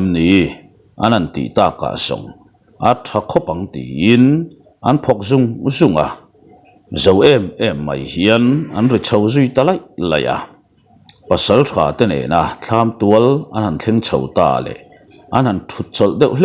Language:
Mizo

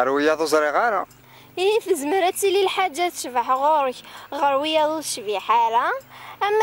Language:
Kabyle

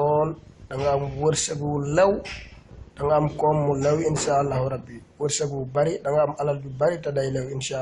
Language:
Wolof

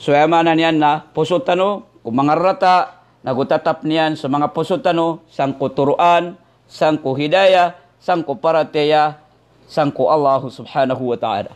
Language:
Maranao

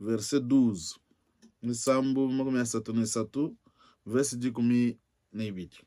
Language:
Luba-Lulua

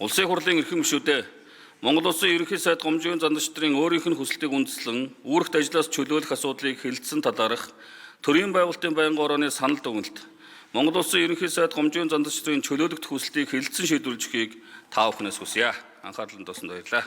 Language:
Mongolian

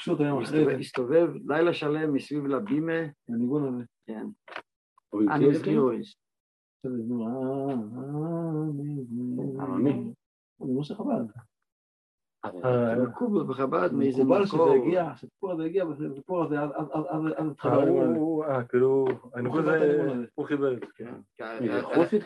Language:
Hebrew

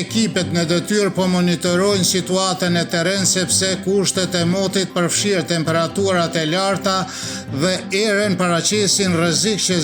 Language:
Albanian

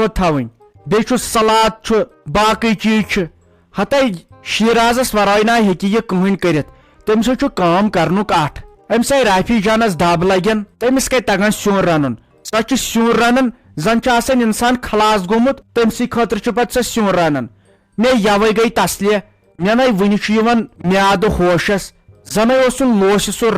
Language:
Kashmiri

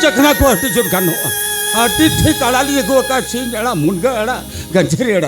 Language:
Santali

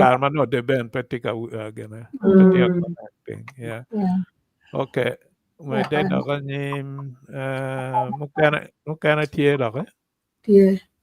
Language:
Acoli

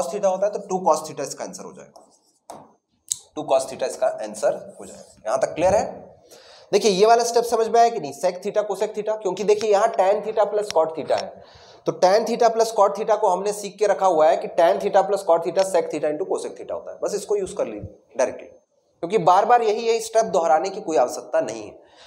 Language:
Hindi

